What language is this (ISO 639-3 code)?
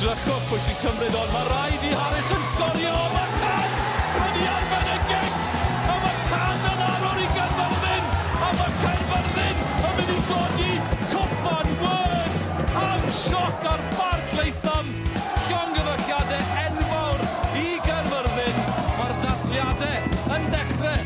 cym